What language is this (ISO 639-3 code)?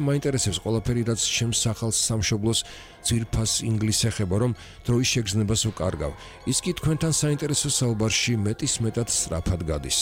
kat